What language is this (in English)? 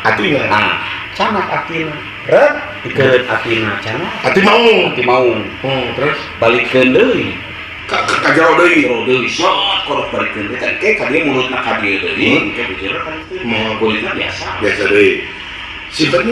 Sundanese